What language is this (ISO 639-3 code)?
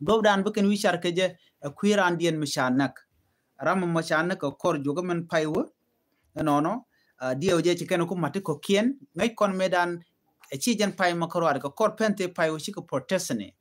nus